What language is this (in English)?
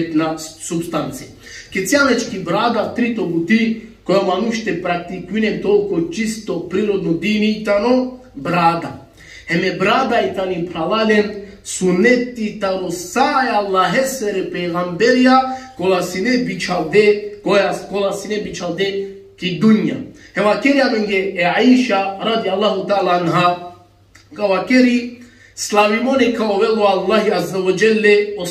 Balkan Romani